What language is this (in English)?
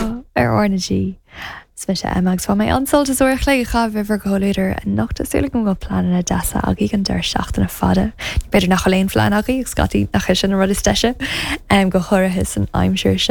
Irish